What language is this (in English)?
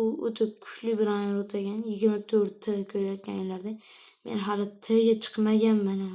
Uzbek